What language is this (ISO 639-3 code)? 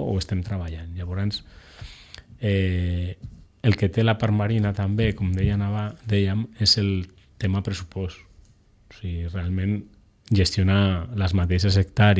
cat